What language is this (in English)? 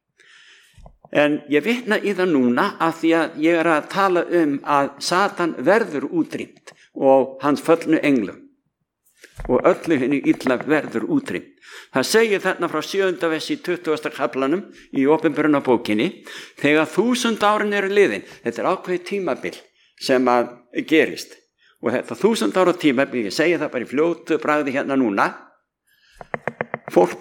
Icelandic